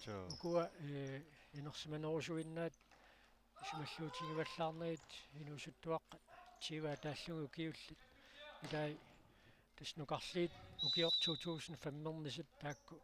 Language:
Kalaallisut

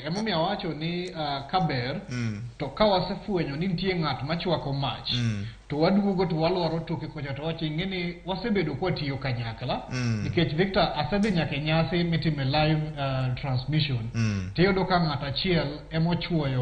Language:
Luo (Kenya and Tanzania)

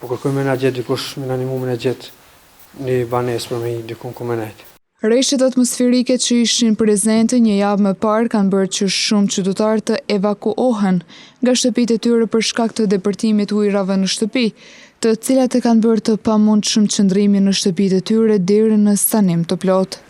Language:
Albanian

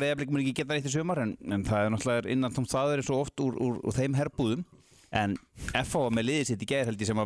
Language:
Icelandic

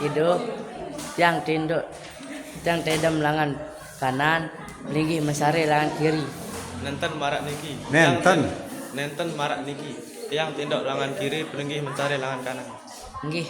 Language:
Sasak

